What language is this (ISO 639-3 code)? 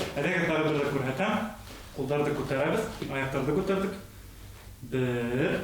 bak